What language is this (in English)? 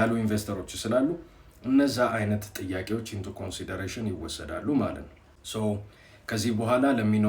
Amharic